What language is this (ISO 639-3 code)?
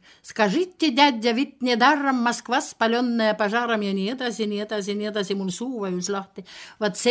est